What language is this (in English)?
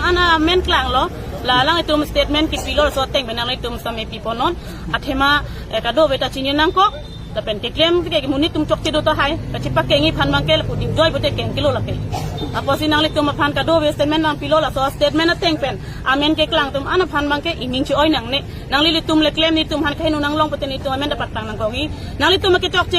Karbi